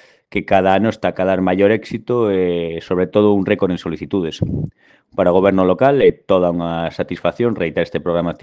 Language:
Galician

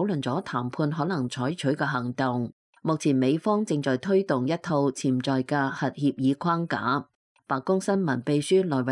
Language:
Cantonese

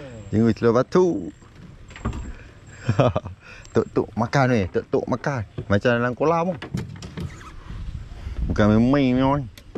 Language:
Malay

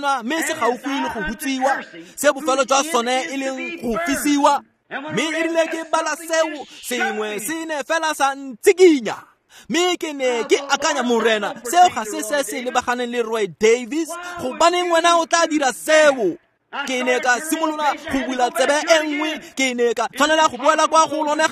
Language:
Tswana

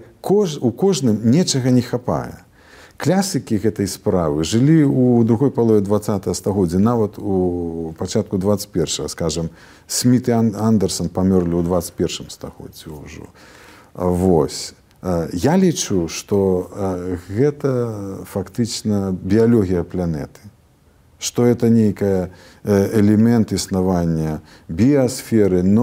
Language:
Belarusian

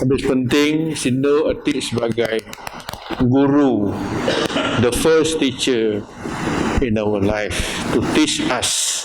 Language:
Biatah Bidayuh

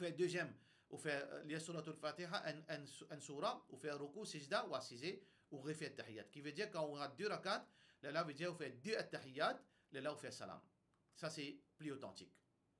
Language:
Morisyen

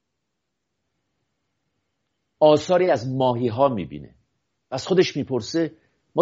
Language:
Persian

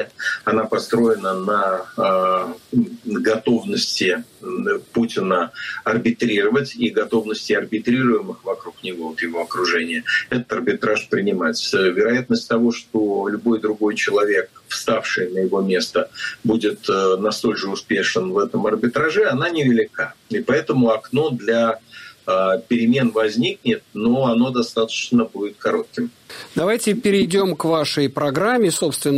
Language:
Russian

